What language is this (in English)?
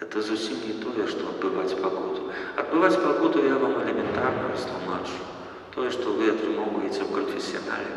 Belarusian